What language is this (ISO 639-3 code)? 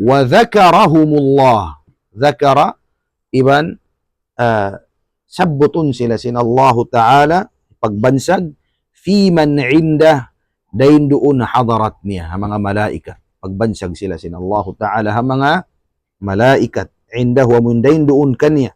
tsg